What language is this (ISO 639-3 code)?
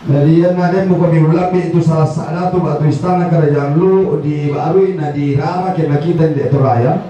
sda